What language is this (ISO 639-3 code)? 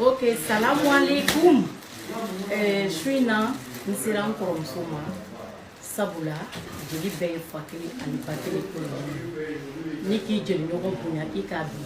bam